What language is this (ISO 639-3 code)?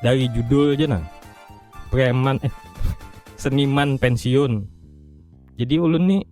bjn